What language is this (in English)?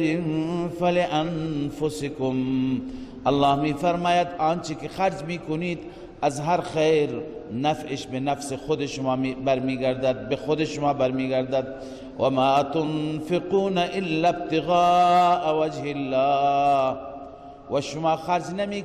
Persian